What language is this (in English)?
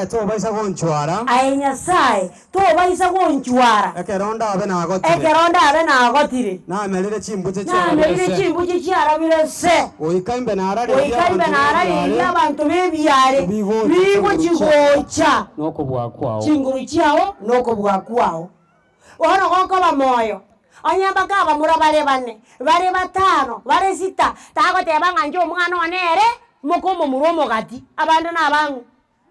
Gusii